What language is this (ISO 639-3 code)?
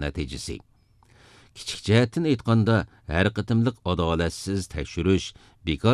uig